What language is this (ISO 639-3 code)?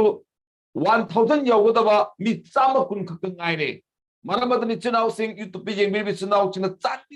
mni